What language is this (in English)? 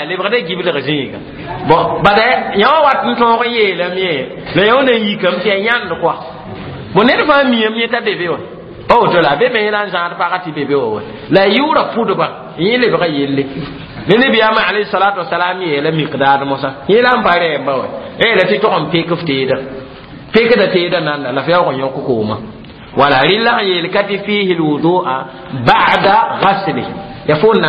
Mossi